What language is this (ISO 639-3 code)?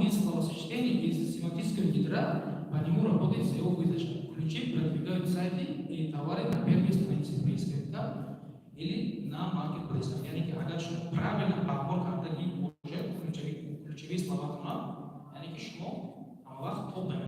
tgk